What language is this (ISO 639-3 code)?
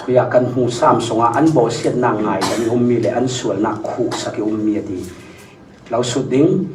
cfm